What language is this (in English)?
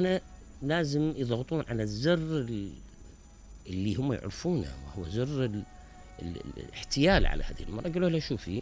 Mesopotamian Arabic